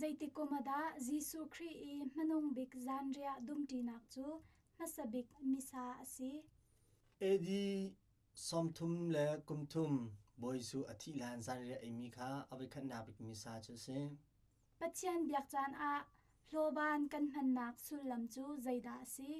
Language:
Hakha Chin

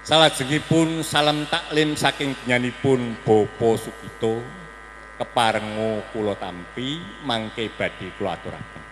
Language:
Javanese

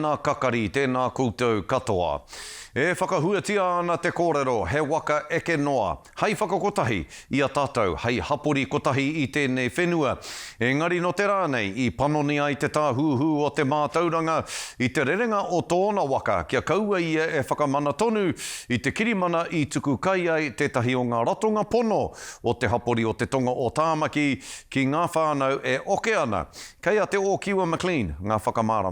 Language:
Māori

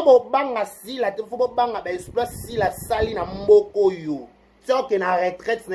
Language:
Lingala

